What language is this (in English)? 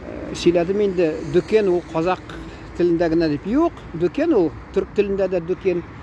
Tatar